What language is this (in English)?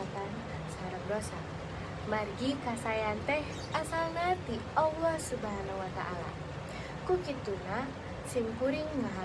Sundanese